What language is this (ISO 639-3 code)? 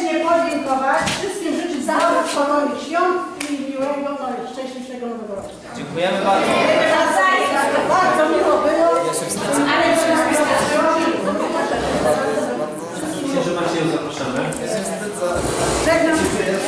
pol